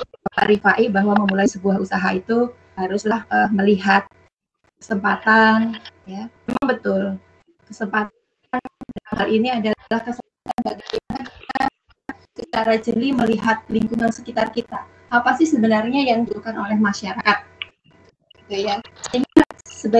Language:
Indonesian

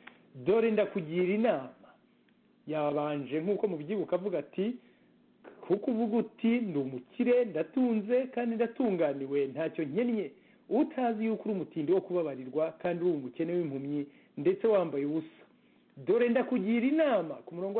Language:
Kinyarwanda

